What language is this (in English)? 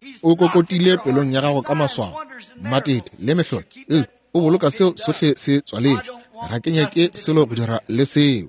Northern Sotho